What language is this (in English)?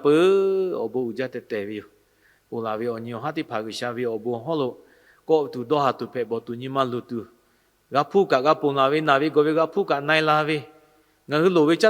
Lahu